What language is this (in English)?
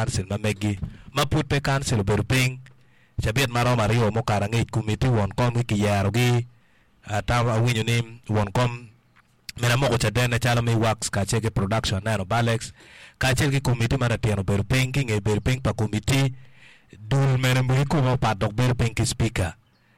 Acoli